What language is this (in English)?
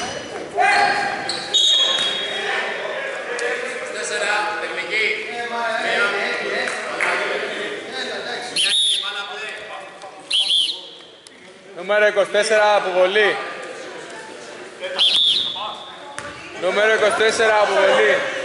Greek